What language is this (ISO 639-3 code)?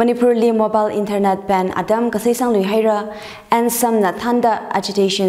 nmf